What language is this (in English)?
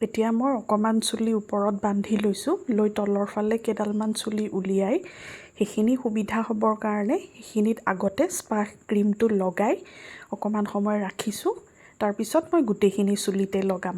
Assamese